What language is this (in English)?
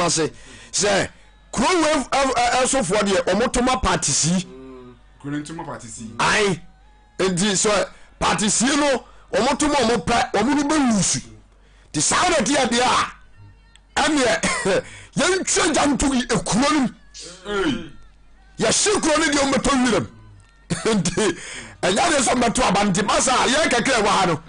Akan